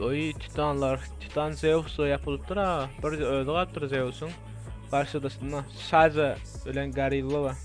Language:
Turkmen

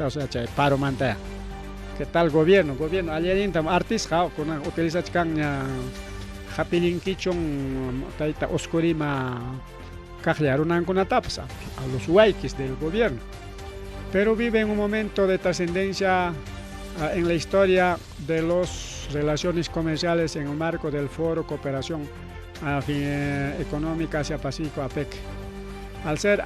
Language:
Ayacucho Quechua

